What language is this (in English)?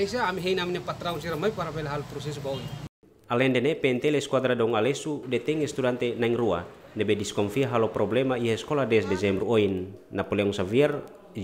Tetum